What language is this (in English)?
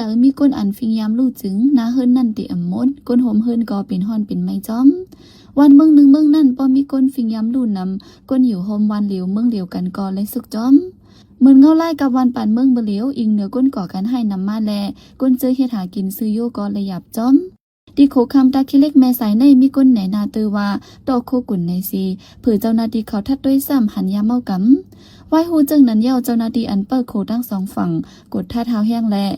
Shan